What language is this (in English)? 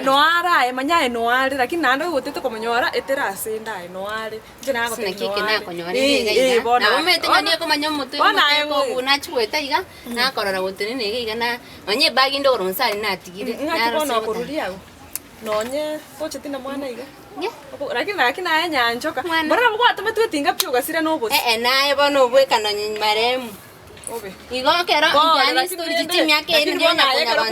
Gusii